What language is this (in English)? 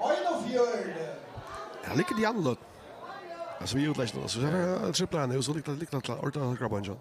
Faroese